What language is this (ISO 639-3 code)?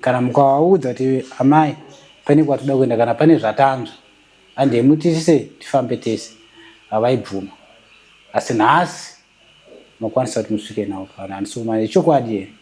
sna